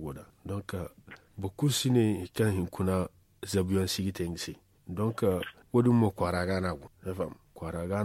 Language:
Zarma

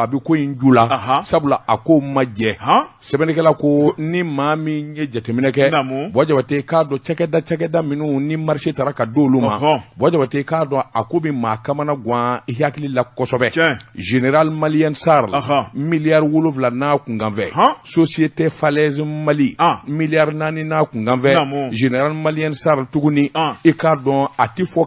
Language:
Bambara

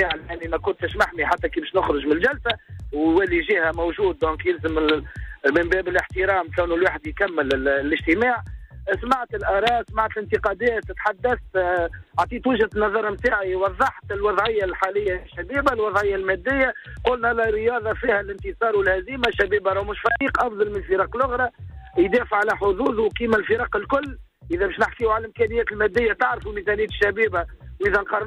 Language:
Tunisian Arabic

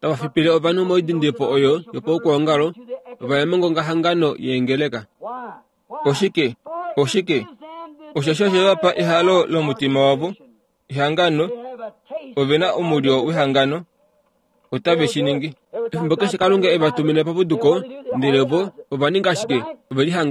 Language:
Kuanyama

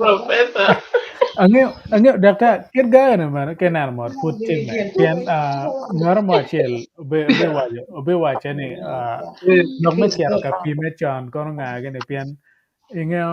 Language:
Acoli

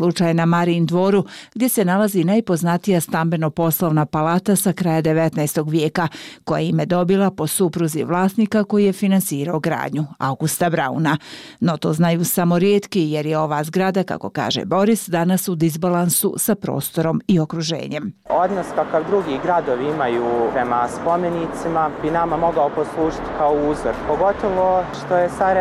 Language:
Bosnian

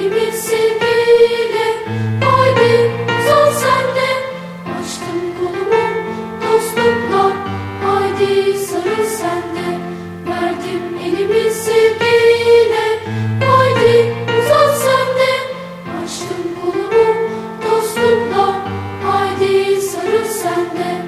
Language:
Turkish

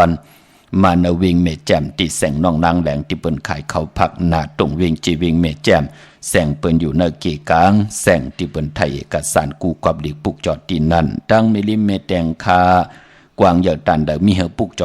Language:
Shan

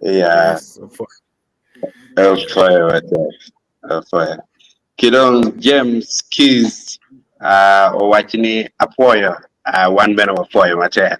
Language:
Acoli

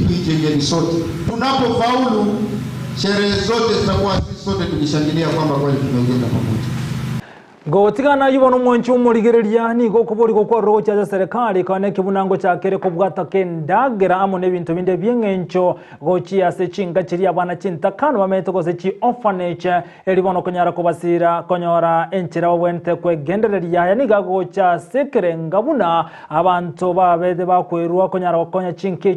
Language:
Gusii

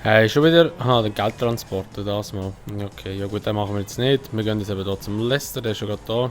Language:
Swiss German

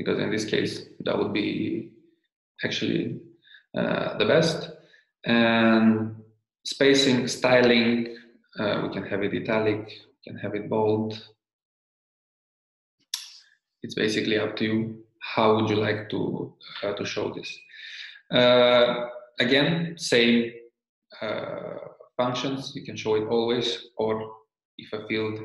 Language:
English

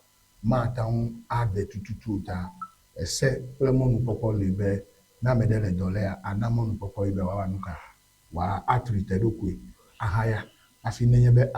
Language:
Ewe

